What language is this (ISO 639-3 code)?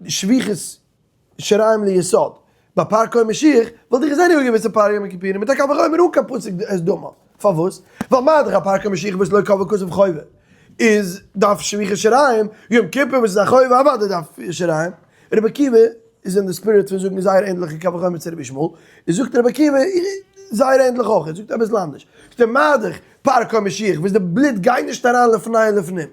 yid